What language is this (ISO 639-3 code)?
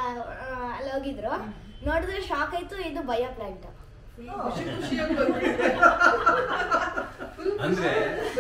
kan